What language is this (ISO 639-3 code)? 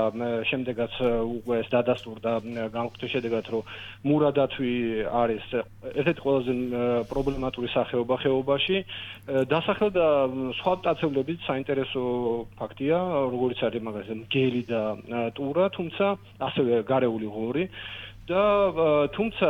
kat